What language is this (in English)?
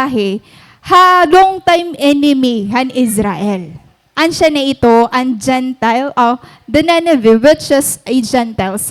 Waray